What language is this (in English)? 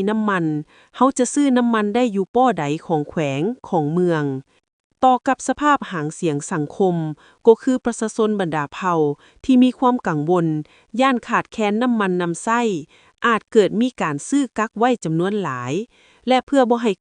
Lao